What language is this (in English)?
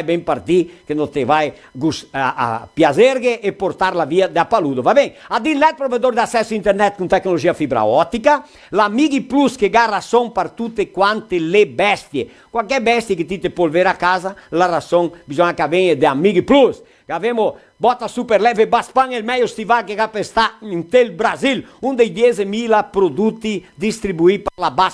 Venetian